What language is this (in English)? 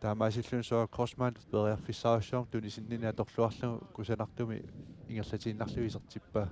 Kalaallisut